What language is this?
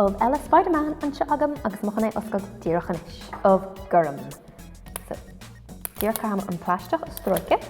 Irish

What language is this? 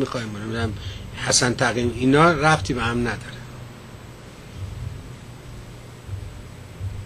Persian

